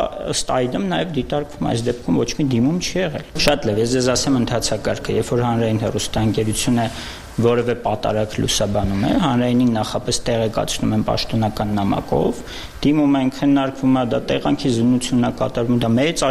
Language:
Armenian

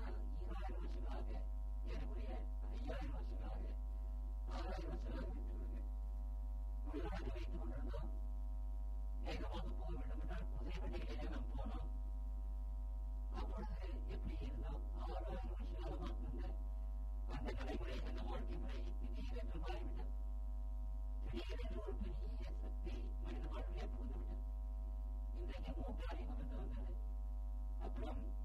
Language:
Tamil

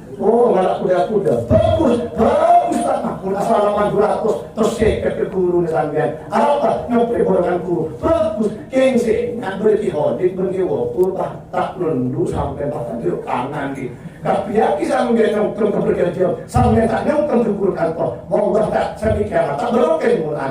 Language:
Madurese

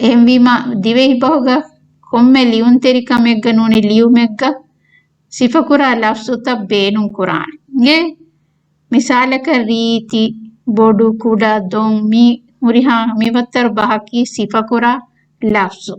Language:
Divehi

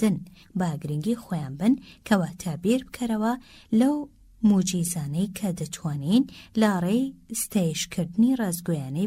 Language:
Central Kurdish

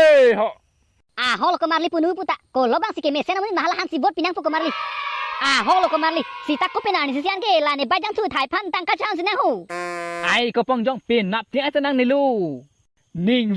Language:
Karbi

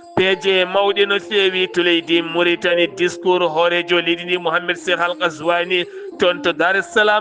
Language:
Fula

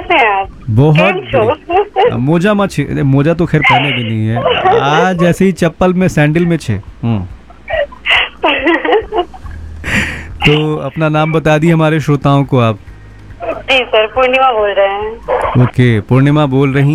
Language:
Hindi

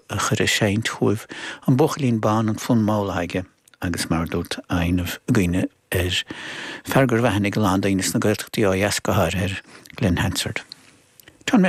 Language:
Irish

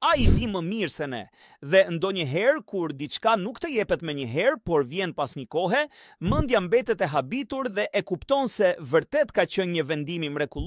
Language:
Albanian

